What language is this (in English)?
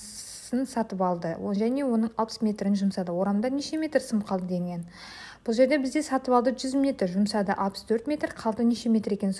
Kazakh